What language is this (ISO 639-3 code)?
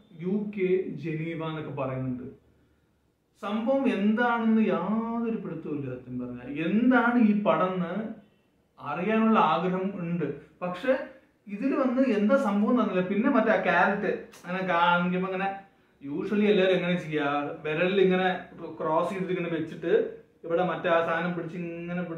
mal